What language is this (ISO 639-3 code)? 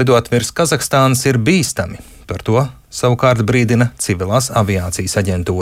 lav